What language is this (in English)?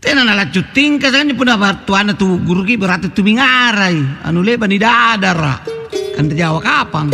Makasar